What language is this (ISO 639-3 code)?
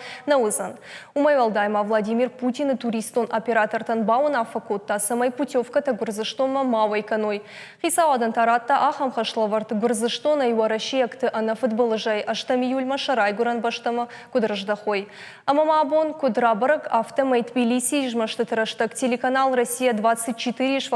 oss